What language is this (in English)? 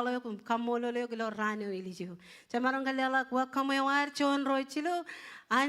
Marshallese